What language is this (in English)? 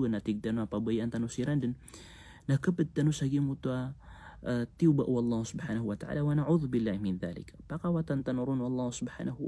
Maranao